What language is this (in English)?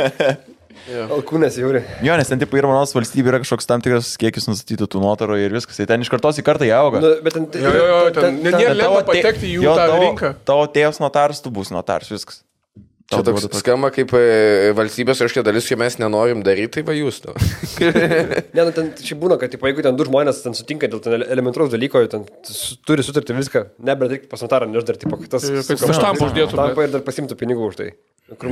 Lithuanian